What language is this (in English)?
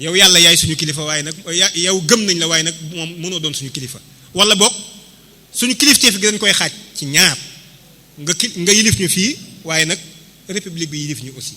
Wolof